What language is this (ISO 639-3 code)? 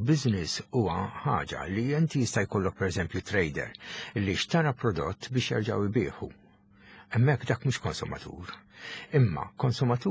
mlt